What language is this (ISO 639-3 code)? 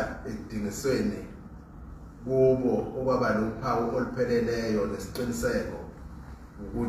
zul